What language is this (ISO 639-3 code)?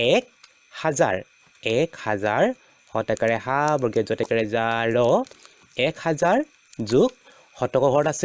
asm